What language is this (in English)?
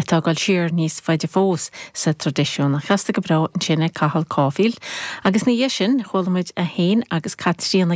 Irish